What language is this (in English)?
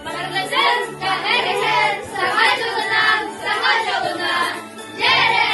Yakut